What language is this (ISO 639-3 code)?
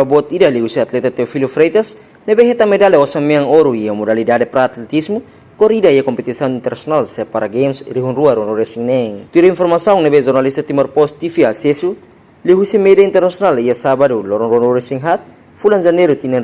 tet